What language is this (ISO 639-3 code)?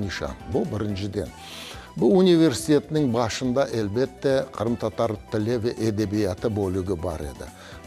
crh